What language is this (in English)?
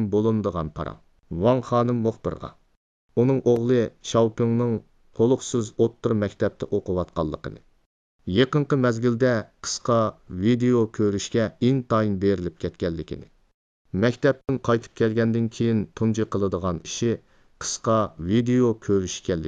Uyghur